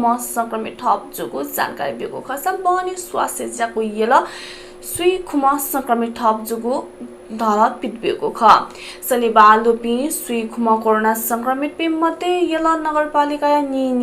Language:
Newari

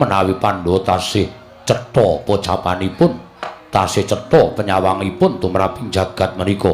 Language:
Javanese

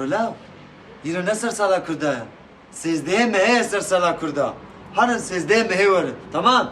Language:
Kurdish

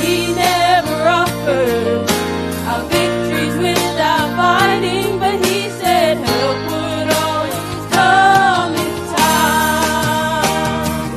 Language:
Tongan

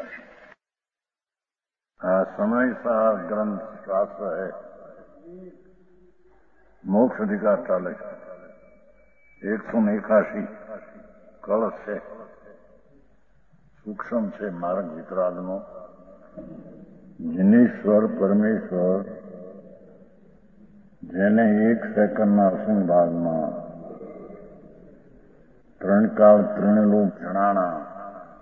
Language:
Gujarati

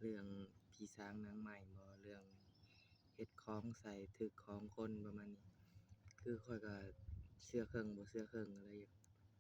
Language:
Lao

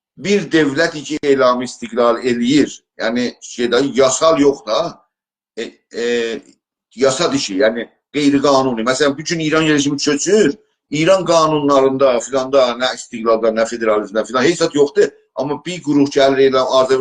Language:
South Azerbaijani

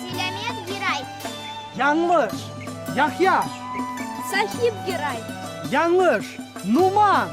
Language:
Crimean Tatar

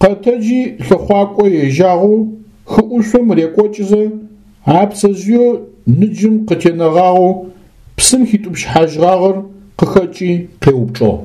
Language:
Adyghe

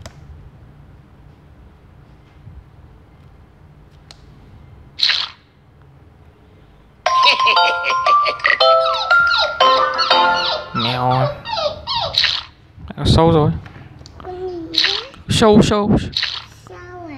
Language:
Vietnamese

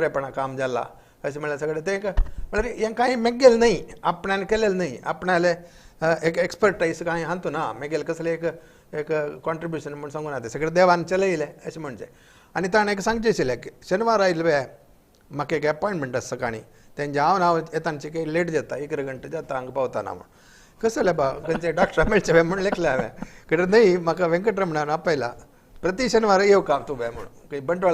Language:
Konkani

